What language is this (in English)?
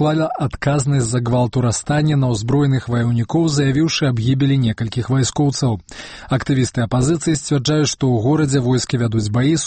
Belarusian